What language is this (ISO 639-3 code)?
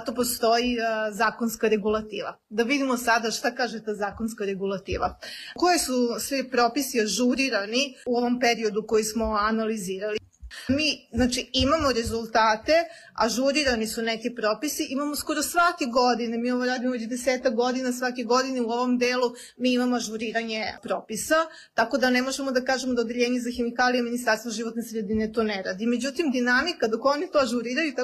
srp